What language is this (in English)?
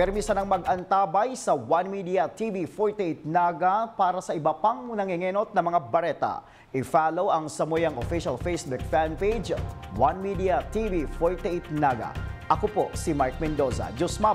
Bikol